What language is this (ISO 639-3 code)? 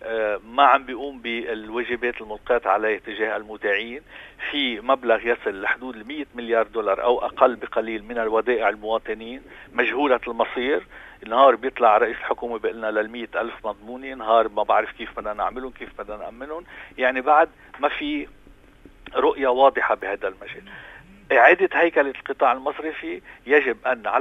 apc